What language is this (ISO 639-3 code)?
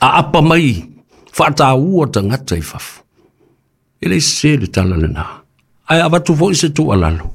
smo